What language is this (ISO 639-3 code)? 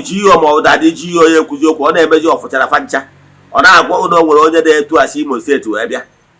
ibo